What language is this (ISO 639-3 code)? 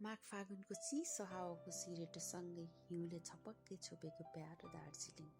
nep